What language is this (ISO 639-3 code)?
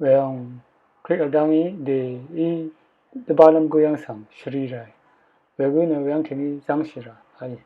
raw